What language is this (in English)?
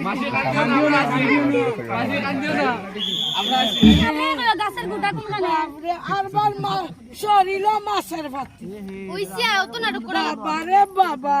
Sylheti